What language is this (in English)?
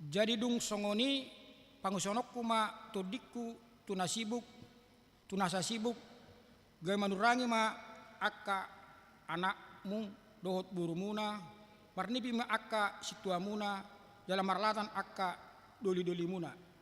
Batak Toba